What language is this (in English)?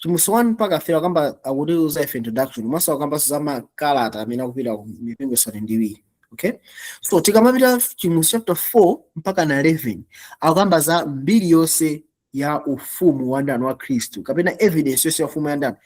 Nyanja